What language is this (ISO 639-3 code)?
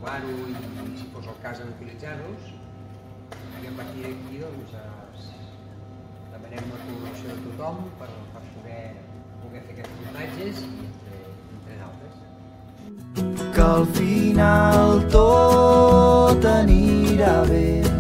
cat